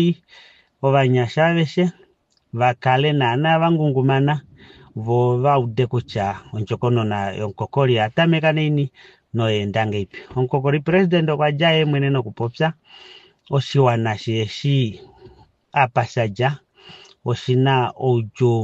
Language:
Kuanyama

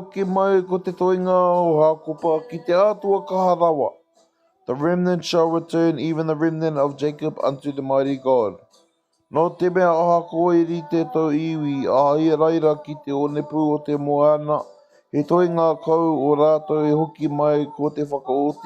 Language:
Māori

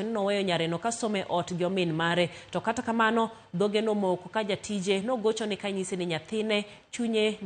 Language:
Luo (Kenya and Tanzania)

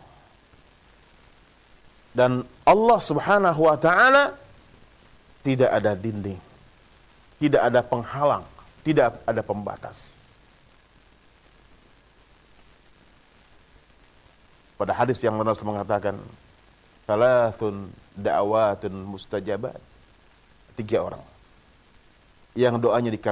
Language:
Indonesian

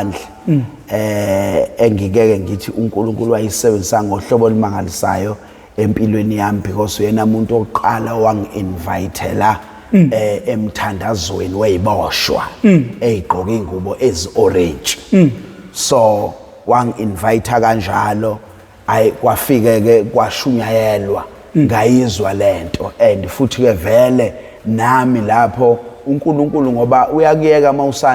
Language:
Zulu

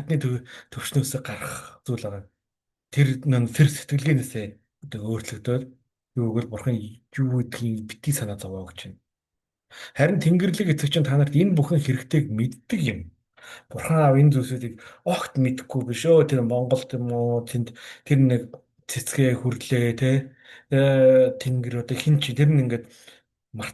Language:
Mongolian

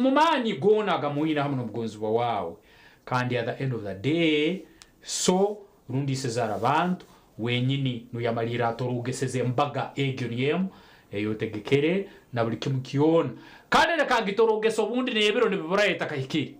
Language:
Nyankole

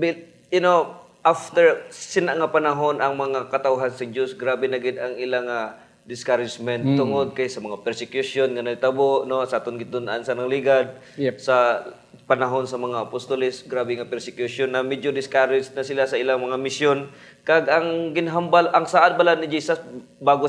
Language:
Hiligaynon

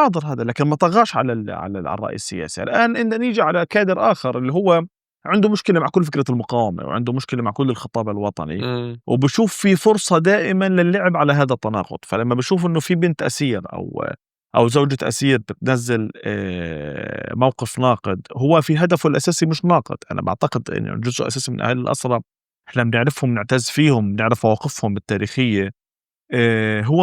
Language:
North Levantine Arabic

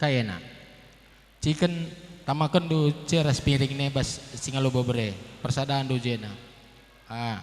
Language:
Batak Karo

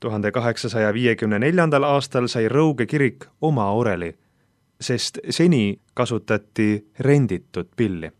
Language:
Estonian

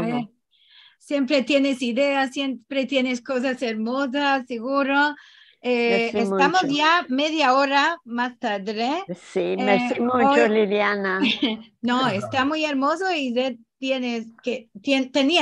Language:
Ladino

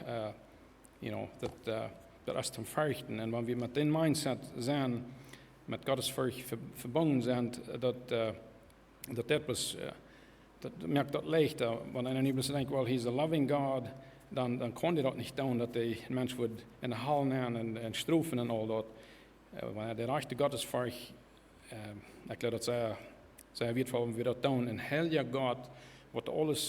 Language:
Plautdietsch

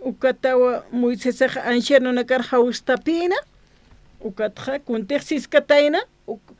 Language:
Aymara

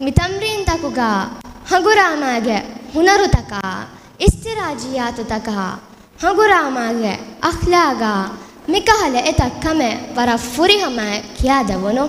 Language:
Divehi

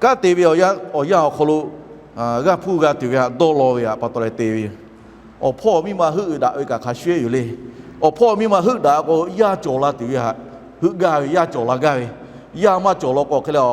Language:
Lahu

